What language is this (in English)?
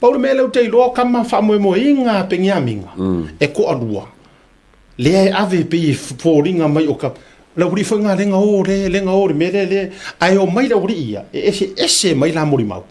Samoan